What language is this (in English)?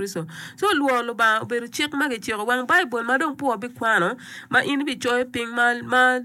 Acoli